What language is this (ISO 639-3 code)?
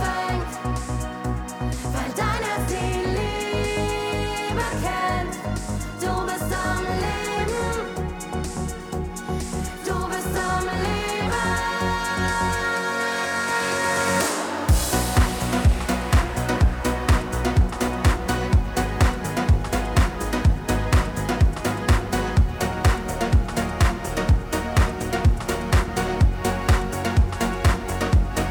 deu